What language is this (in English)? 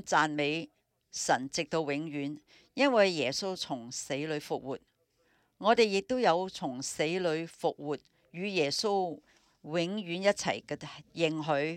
Cantonese